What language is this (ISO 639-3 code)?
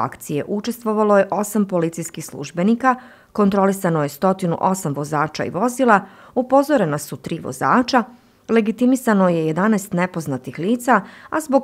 bos